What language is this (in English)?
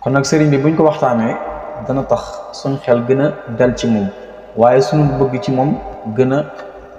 Wolof